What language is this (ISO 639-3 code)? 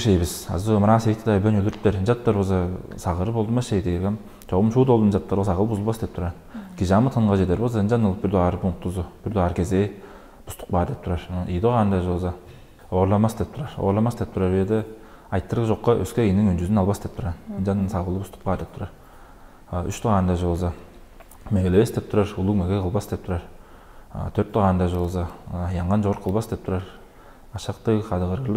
tyv